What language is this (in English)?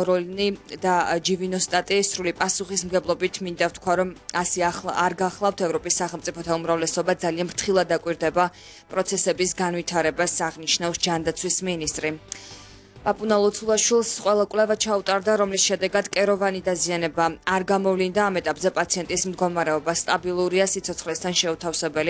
Georgian